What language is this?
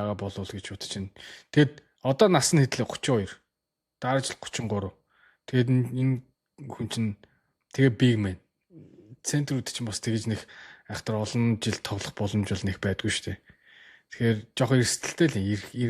Mongolian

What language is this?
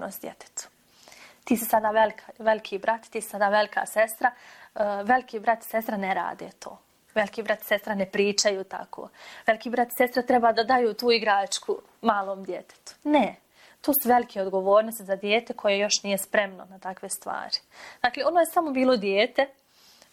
Bosnian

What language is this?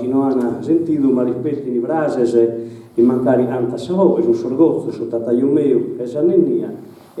Sardinian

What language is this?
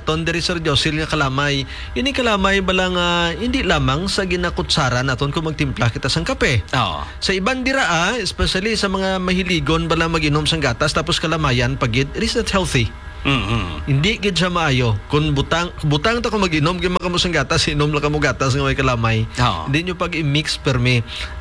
Hiligaynon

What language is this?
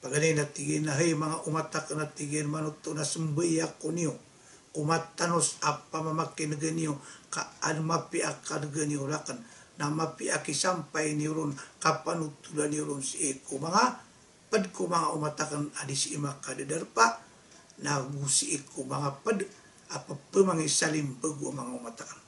Maranao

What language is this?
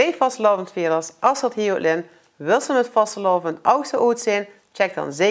Limburgish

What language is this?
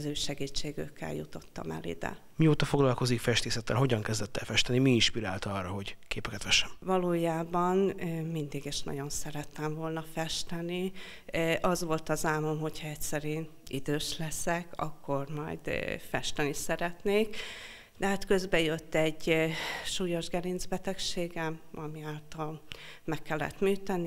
Hungarian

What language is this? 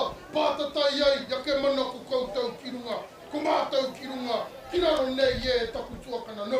Māori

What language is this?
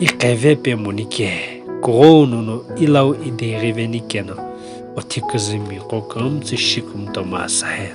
Sumi Naga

